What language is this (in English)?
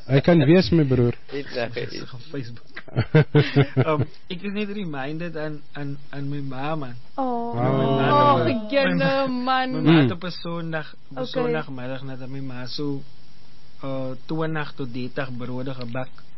Afrikaans